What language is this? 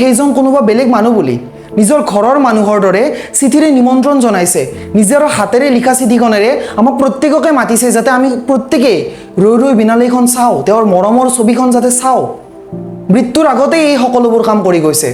Assamese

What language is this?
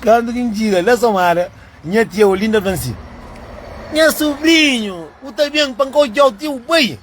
Kabuverdianu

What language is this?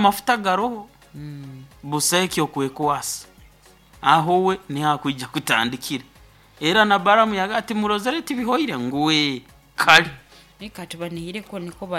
Nyoro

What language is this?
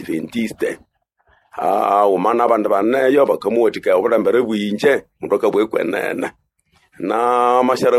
Nande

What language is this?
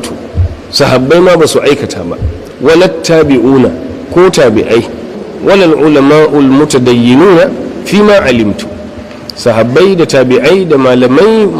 Hausa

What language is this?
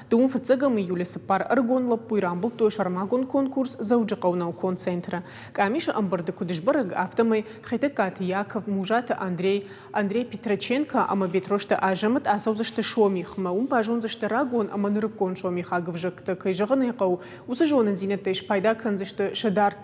Ossetic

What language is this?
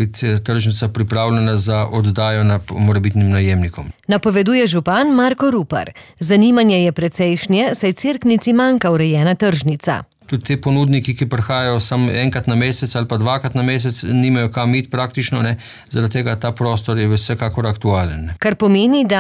Slovenian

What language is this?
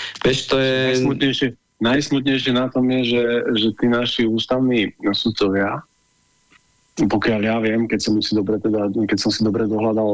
Slovak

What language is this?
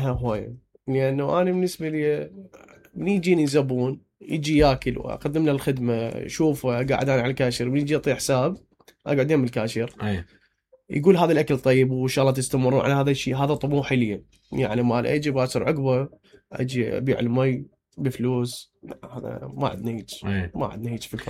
Mesopotamian Arabic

